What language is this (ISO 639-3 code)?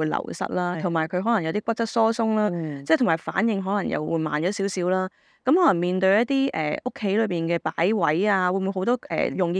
yue